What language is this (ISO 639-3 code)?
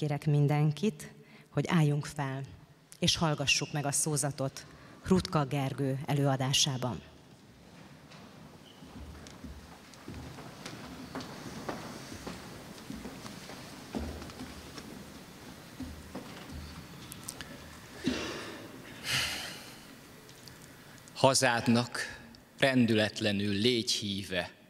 hun